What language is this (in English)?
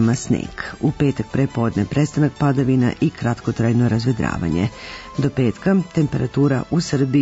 Serbian